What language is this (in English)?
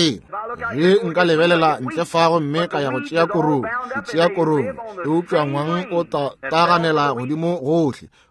Northern Sotho